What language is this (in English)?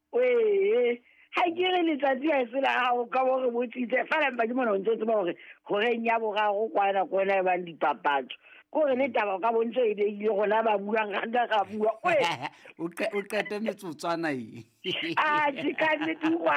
Southern Sotho